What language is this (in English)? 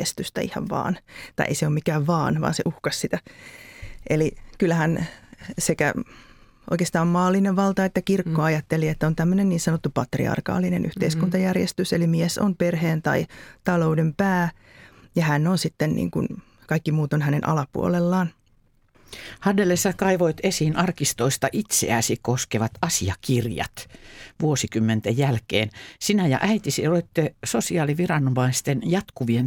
Finnish